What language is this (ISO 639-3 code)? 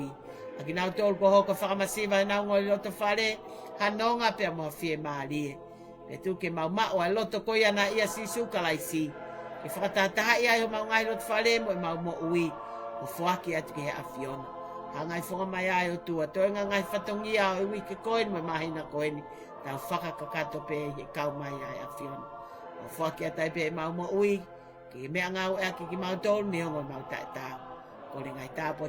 ton